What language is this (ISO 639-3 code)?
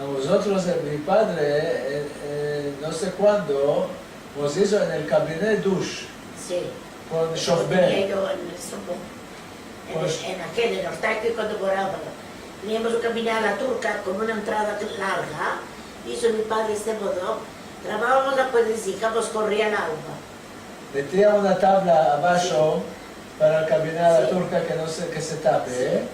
lad